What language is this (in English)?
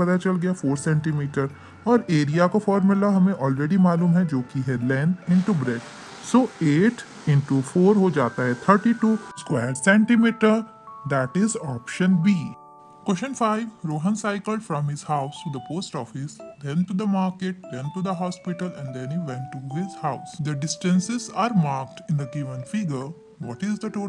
Hindi